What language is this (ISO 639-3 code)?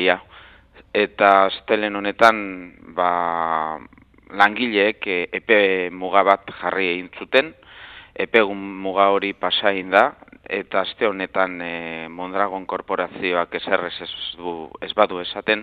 eus